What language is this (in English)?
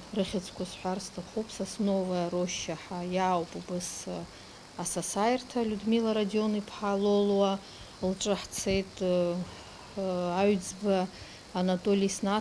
Abkhazian